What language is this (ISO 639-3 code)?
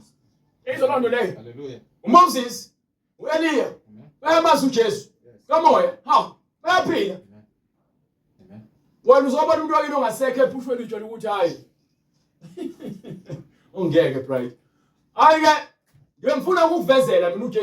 zul